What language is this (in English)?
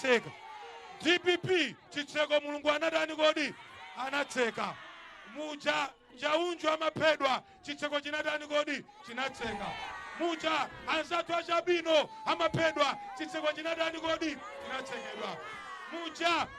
Nyanja